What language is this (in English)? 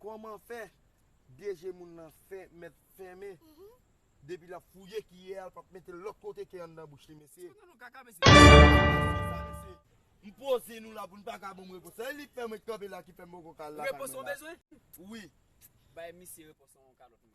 Haitian Creole